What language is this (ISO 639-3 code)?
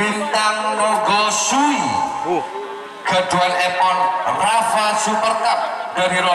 mad